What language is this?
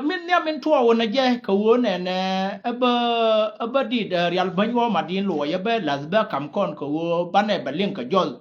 Nuer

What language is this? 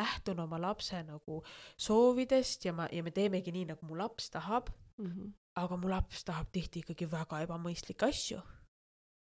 Estonian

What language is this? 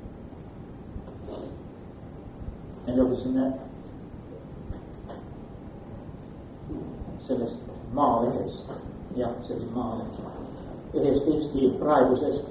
Estonian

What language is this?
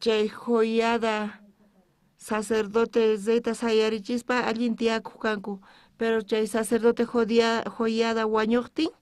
South Bolivian Quechua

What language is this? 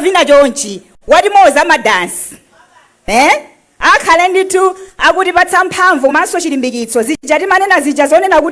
Nyanja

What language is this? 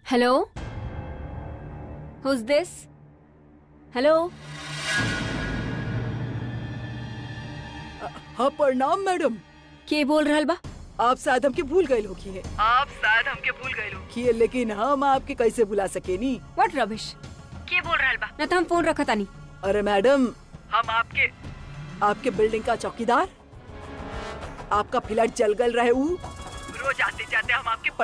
Bhojpuri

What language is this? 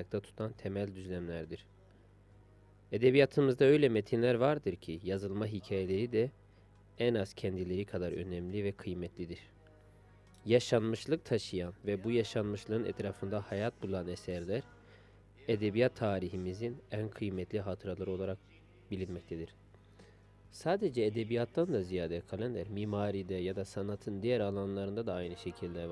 Turkish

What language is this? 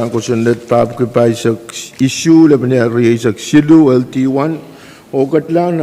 Pohnpeian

